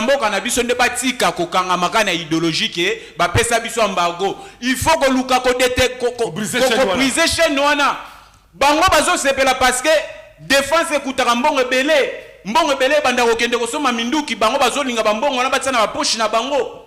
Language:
Lingala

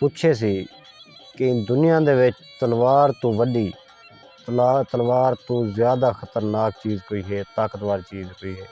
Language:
Saraiki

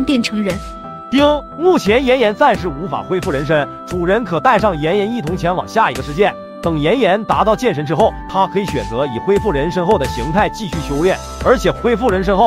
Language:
Chinese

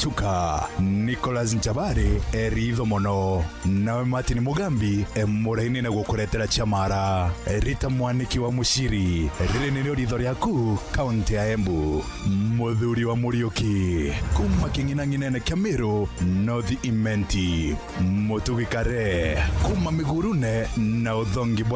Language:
Meru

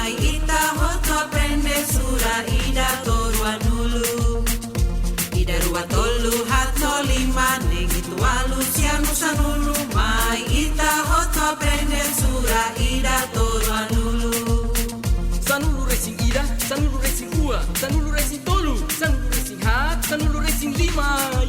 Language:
Tetum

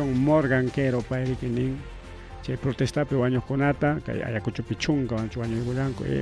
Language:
Ayacucho Quechua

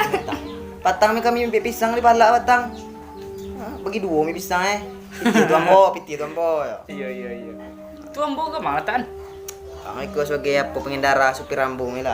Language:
Minangkabau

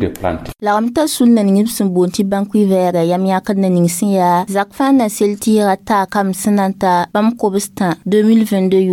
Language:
Mossi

